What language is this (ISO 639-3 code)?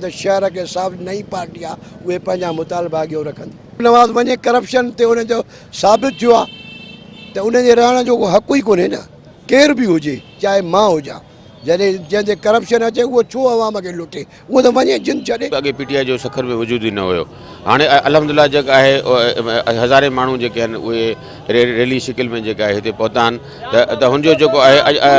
snd